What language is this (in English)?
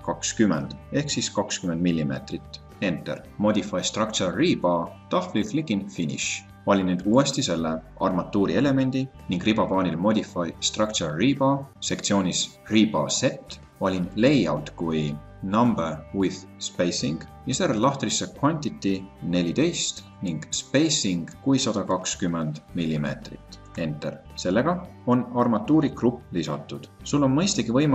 Estonian